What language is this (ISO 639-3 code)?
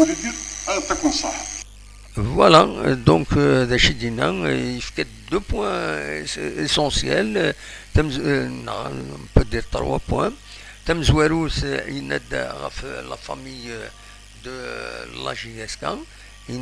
kab